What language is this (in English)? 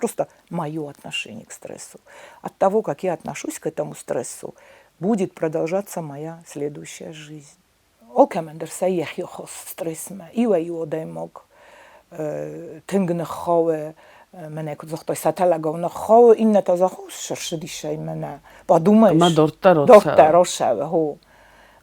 Ossetic